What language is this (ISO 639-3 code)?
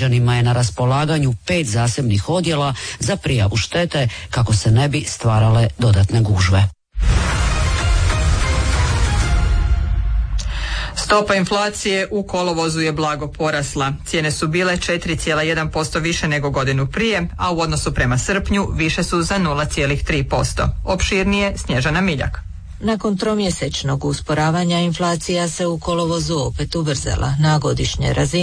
hrv